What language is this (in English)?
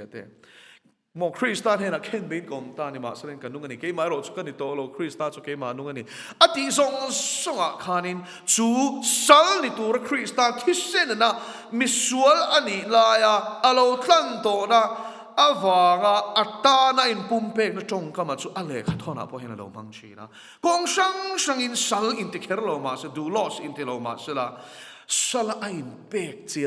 Mizo